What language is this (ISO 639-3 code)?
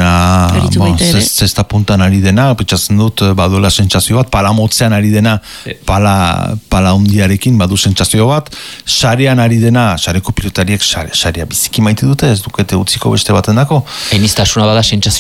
eus